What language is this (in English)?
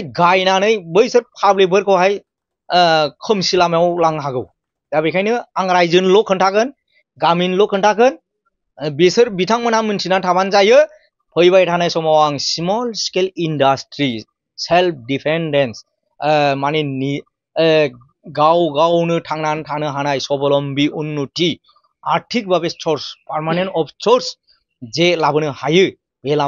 Bodo